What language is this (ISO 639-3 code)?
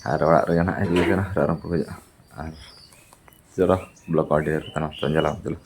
sat